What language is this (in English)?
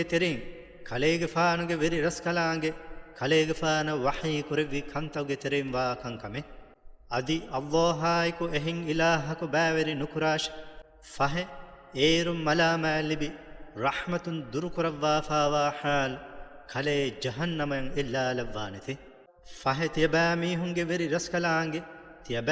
Divehi